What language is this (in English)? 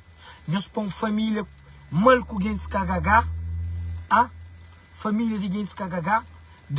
Kabuverdianu